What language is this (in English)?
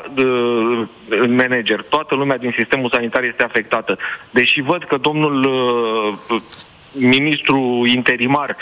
Romanian